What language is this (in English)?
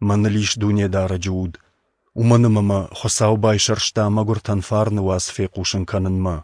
Ossetic